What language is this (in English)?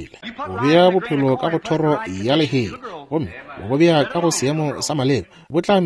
Northern Sotho